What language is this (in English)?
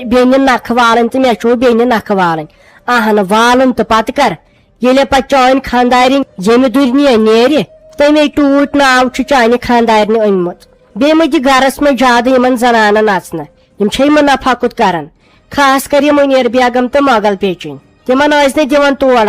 Kashmiri